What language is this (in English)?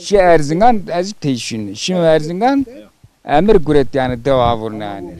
Zaza